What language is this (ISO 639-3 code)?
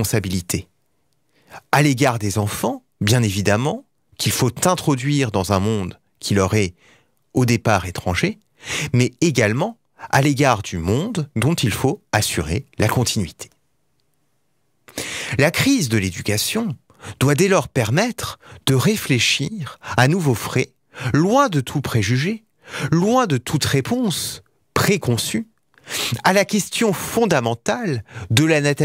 fra